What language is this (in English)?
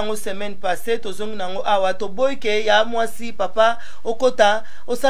Lingala